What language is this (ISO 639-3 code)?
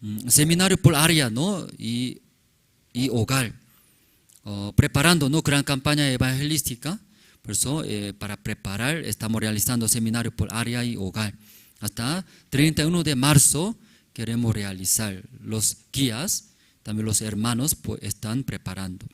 aym